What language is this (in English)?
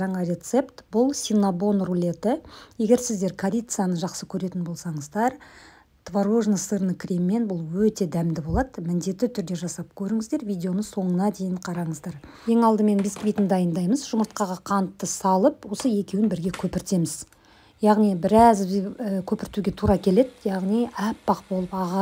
Kazakh